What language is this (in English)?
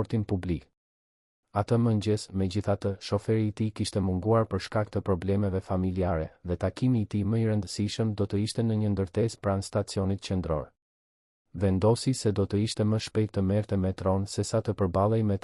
Albanian